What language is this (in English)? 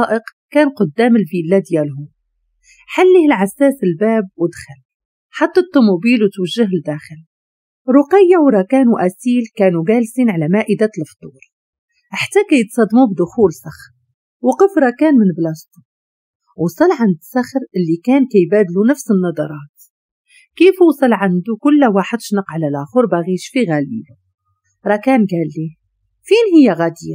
Moroccan Arabic